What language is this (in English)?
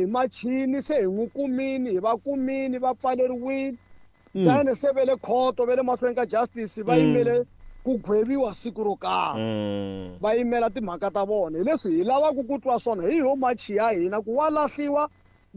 Tsonga